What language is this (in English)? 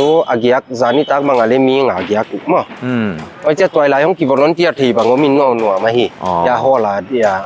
Paite Chin